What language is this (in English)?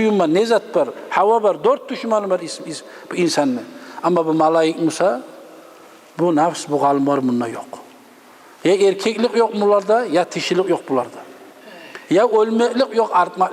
Kumyk